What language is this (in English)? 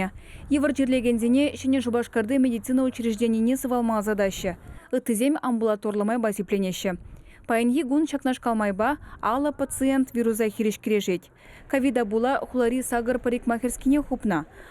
Chuvash